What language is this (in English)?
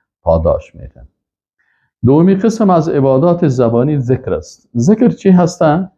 Persian